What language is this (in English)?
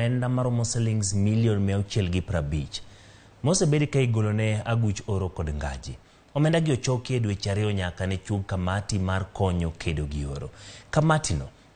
Luo (Kenya and Tanzania)